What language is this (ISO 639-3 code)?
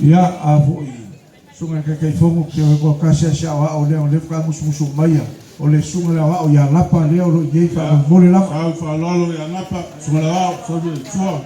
smo